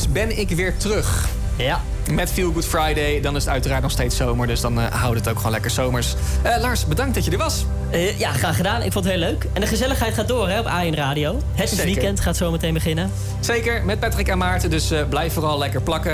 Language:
Dutch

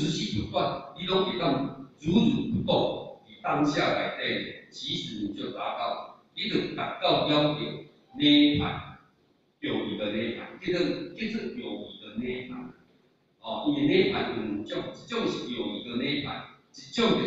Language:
Min Nan Chinese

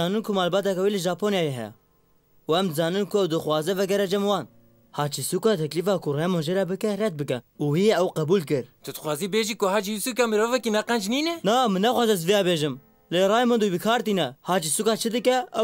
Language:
Kurdish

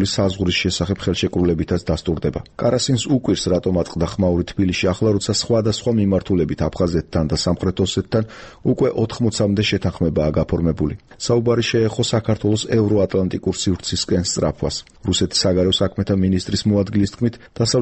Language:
Georgian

